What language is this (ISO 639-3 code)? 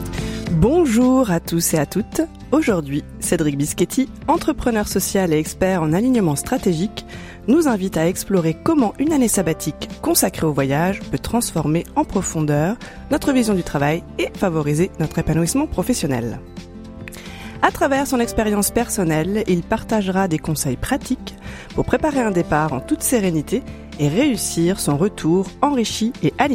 fra